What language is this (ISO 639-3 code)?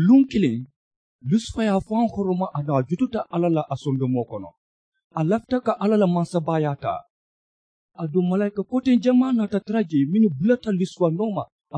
man